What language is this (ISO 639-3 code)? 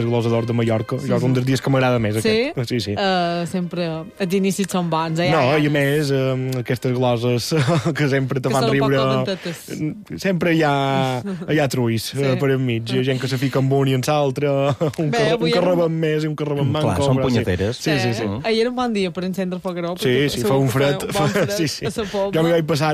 cat